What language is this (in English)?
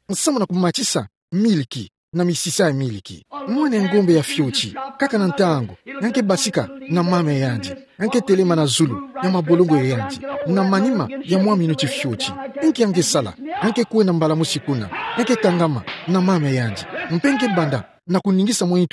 Kituba (Democratic Republic of Congo)